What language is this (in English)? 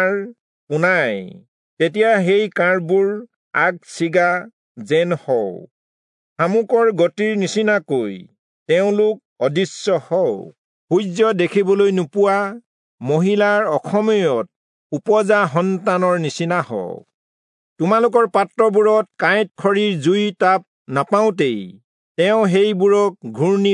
Assamese